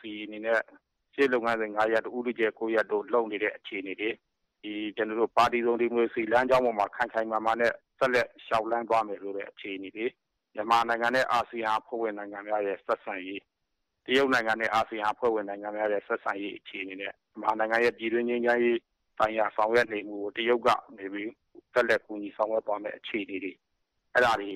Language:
Burmese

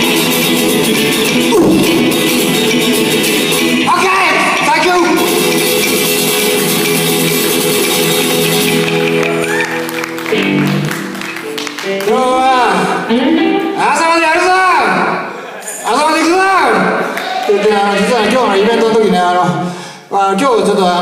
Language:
Japanese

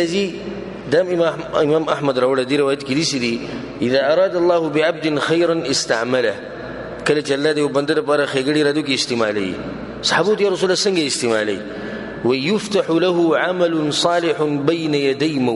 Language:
Pashto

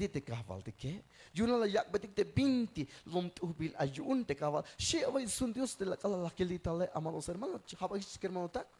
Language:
Tzeltal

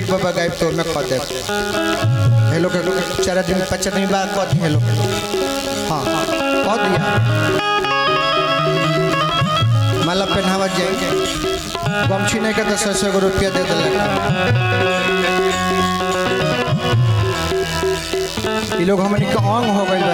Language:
Bhojpuri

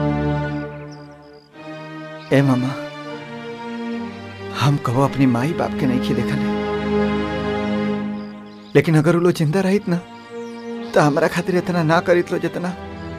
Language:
Bhojpuri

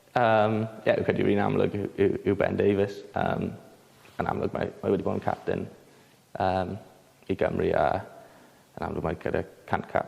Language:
Welsh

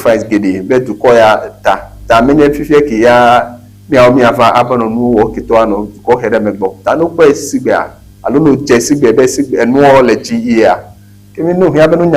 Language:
Ewe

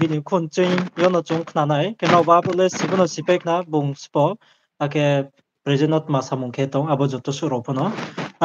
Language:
Riang (India)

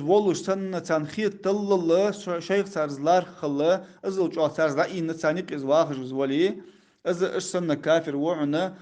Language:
Ingush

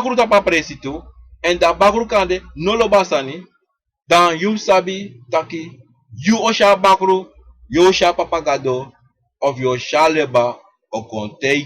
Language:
Sranan Tongo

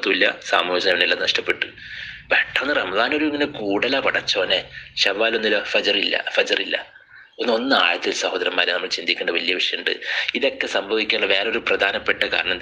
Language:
Malayalam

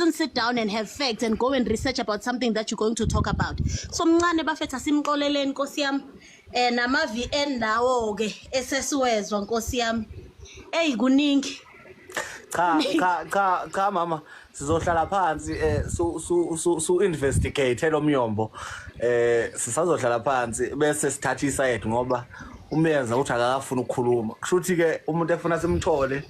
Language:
Zulu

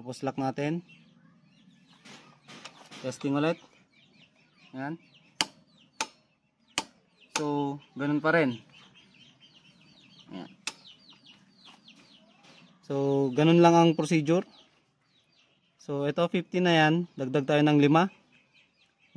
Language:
Filipino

